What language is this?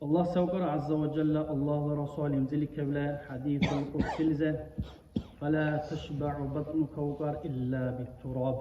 Dargwa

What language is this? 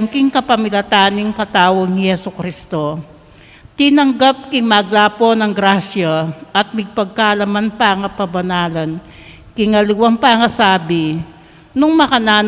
Pampanga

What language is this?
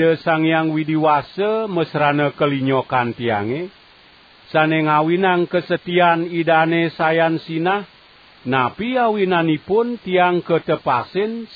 Balinese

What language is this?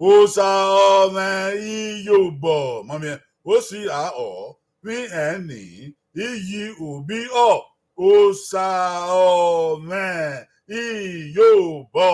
Bini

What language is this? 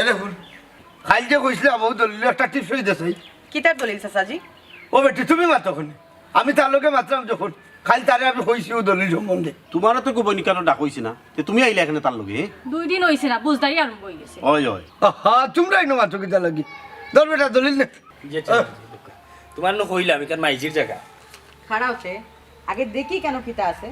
Sylheti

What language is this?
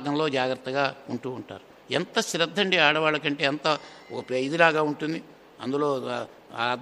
Telugu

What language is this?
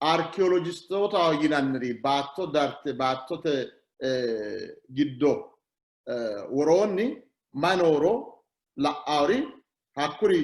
Sidamo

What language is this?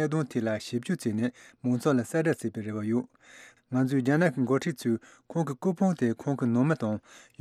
Tibetan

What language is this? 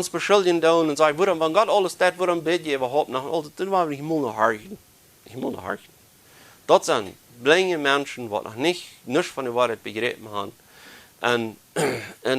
Plautdietsch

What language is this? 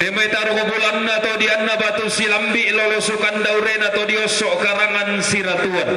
Toraja-Sa'dan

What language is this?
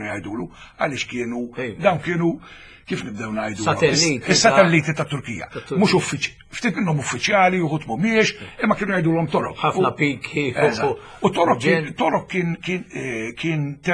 Maltese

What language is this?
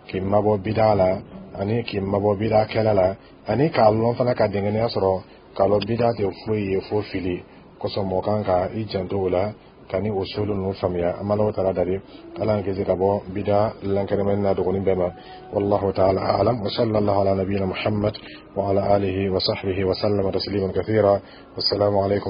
Dyula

